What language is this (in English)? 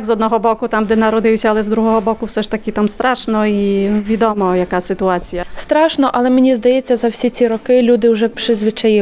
Ukrainian